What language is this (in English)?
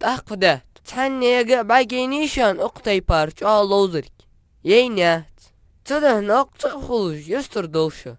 Ingush